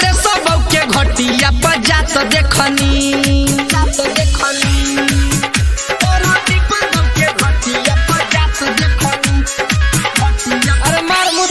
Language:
Bhojpuri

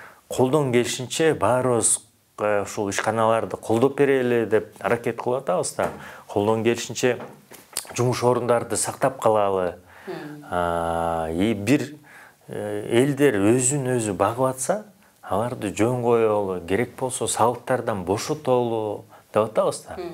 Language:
Kyrgyz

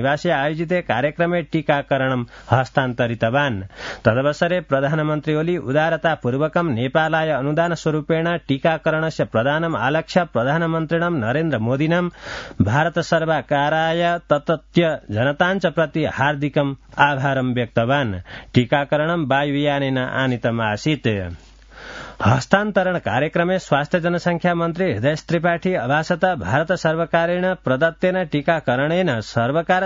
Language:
Sanskrit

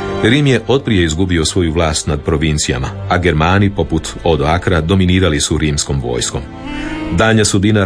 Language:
Croatian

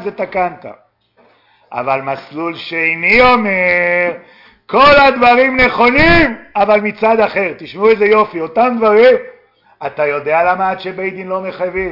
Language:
Hebrew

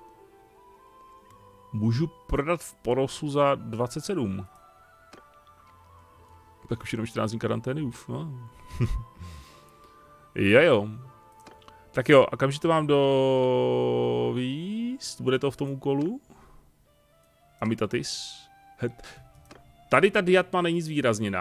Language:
Czech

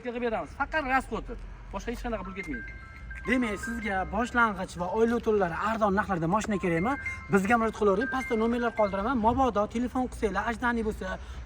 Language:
Uzbek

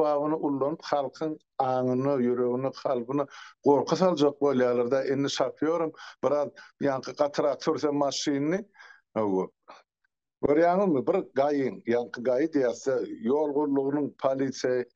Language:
Turkmen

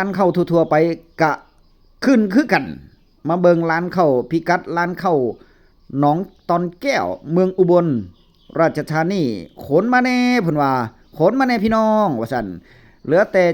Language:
Northeastern Thai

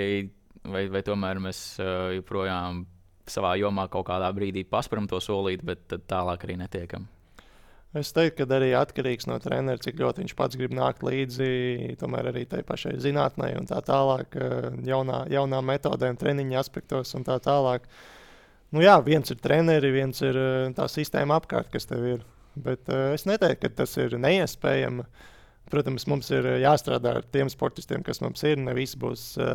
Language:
Latvian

